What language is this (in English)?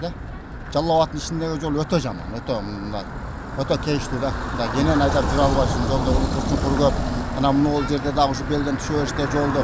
Kyrgyz